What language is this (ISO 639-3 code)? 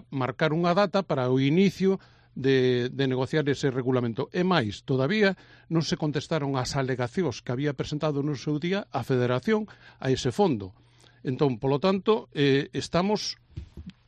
glg